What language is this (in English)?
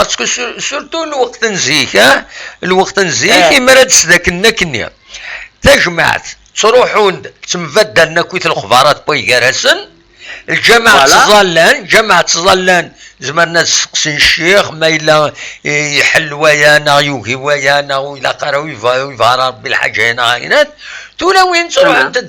Kabyle